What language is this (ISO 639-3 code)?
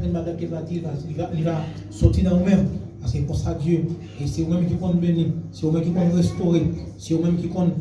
hat